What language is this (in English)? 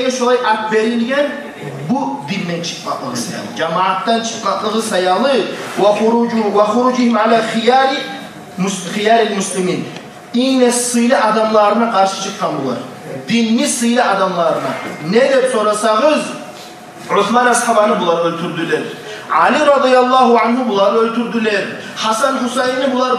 Kumyk